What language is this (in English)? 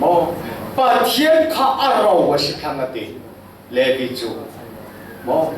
Falam Chin